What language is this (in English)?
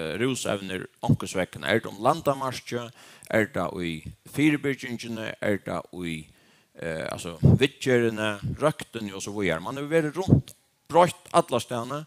Faroese